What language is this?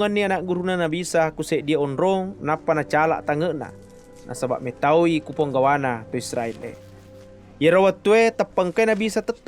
Buginese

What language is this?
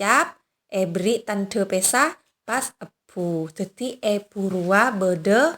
Madurese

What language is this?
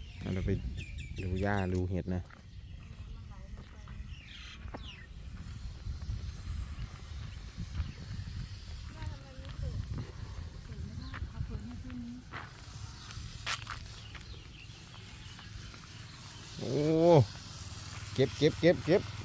Thai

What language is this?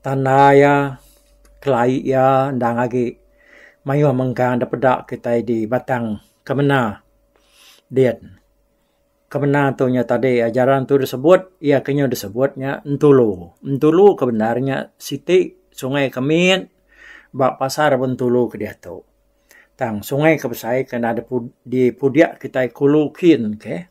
Iban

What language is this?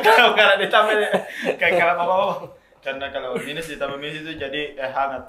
Makassar Malay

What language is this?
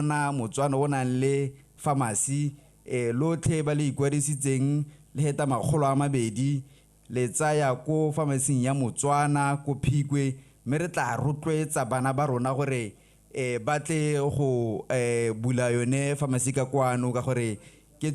Tswana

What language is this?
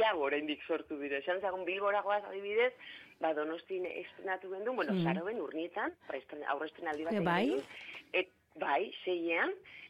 Basque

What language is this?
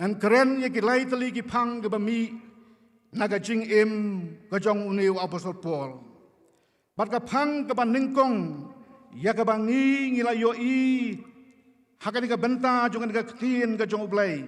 Khasi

